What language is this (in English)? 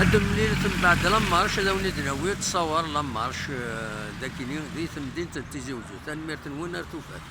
Kabyle